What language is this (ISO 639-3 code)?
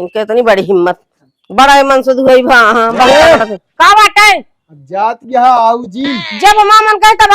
awa